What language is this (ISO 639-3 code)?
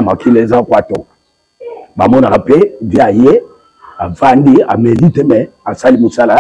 lin